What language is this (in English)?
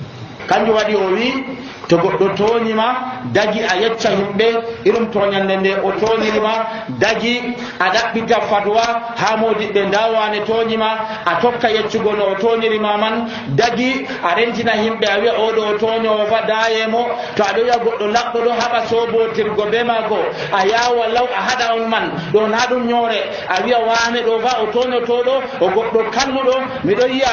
Nigerian Fulfulde